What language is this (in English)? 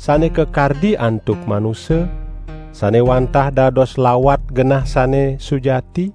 Balinese